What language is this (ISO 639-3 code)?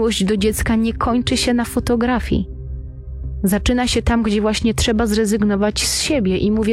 pol